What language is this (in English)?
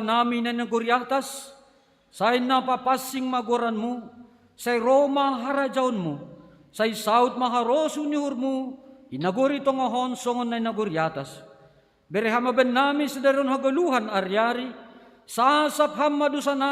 Batak Simalungun